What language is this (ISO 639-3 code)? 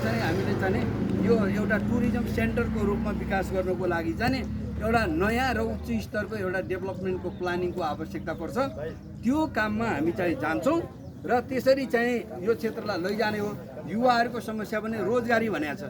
nep